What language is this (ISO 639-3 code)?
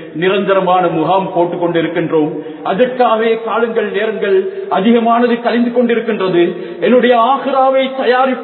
tam